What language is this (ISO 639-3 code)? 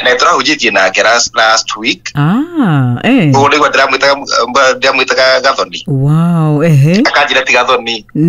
kik